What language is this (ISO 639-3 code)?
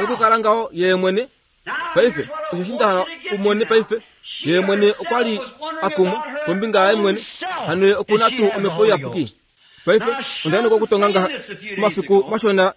kua